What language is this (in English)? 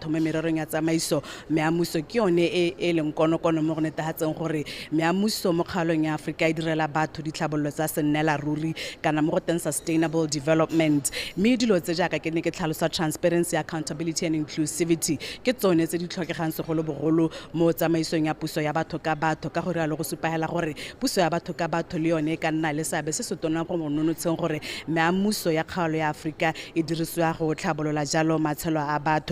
Tswana